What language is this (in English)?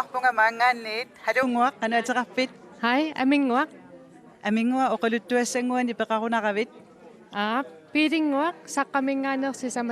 Kalaallisut